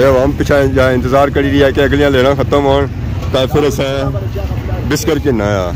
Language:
Pahari-Potwari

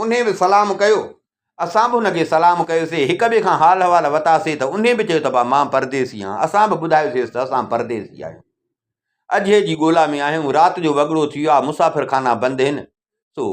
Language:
Sindhi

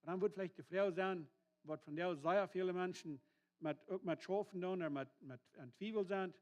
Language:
Plautdietsch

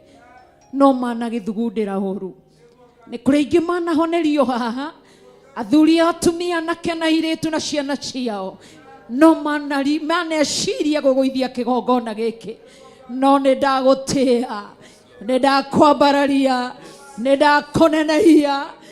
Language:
Kikuyu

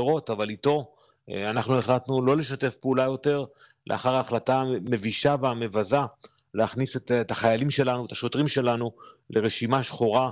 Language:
Hebrew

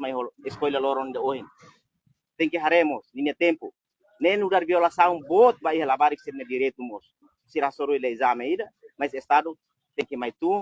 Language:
Tetum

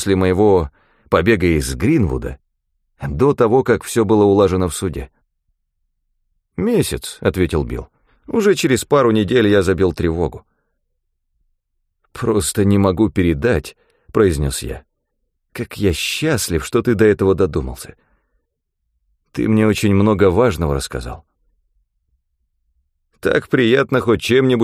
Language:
Russian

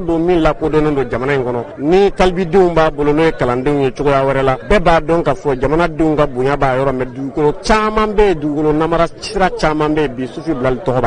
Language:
Bambara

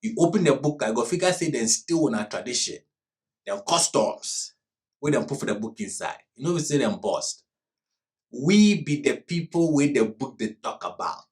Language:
Ghanaian Pidgin English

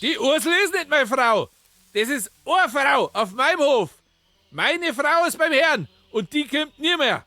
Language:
Bavarian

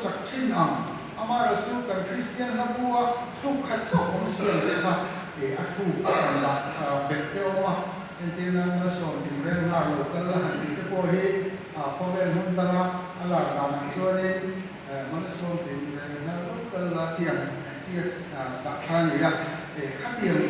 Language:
Mizo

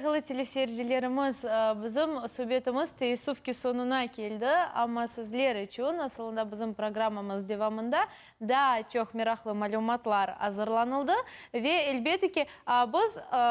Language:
Crimean Tatar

